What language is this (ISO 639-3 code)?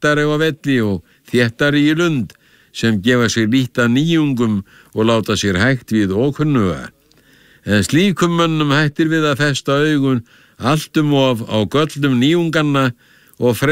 isl